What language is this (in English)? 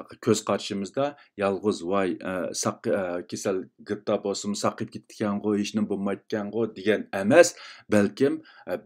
Uyghur